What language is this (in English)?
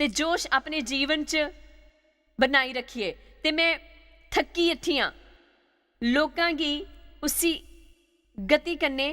Dogri